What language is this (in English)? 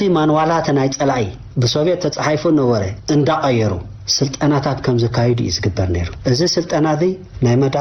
Tigrinya